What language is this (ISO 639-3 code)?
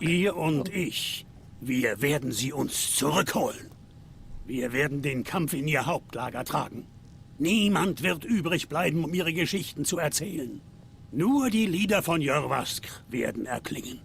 gsw